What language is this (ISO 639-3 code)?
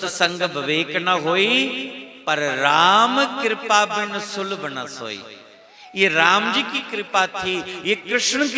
doi